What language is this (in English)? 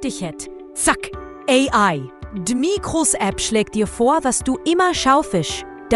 Swiss German